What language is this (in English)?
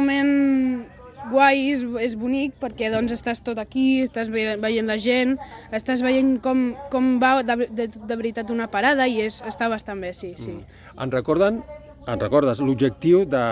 Catalan